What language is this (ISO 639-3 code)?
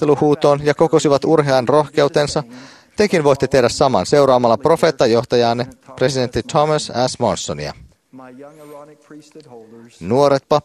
fin